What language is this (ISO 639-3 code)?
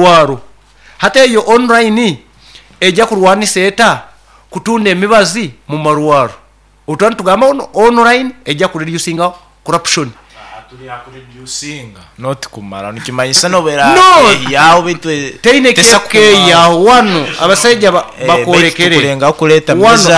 nyo